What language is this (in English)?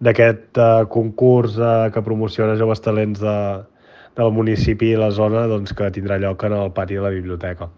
Catalan